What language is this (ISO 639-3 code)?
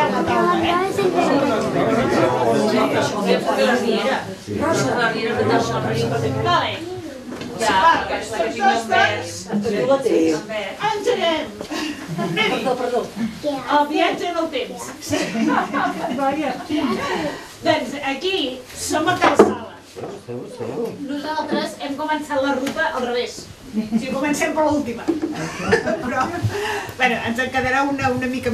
cat